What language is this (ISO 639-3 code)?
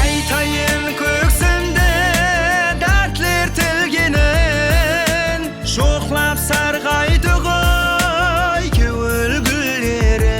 kaa